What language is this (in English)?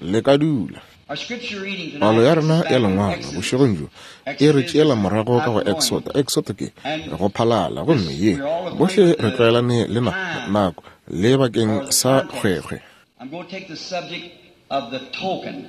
Northern Sotho